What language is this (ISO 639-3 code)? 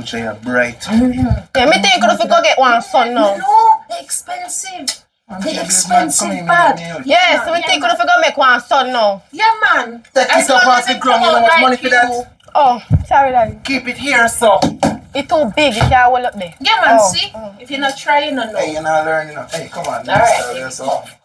jam